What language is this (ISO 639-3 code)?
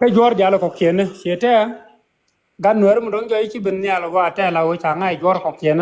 nus